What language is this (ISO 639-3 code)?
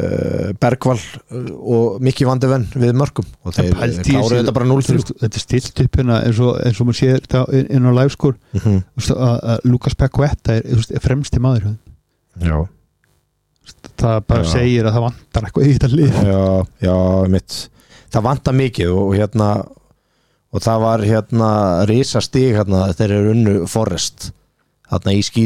isl